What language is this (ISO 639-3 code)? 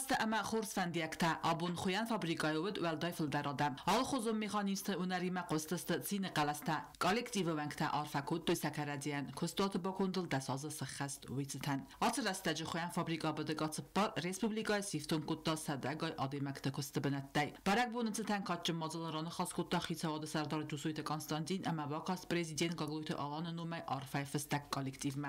oss